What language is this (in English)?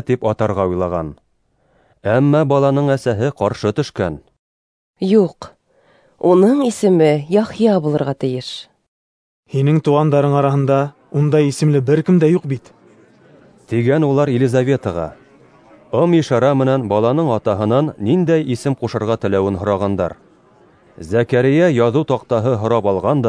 Bashkir